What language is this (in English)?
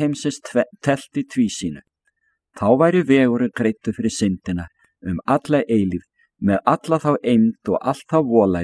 Icelandic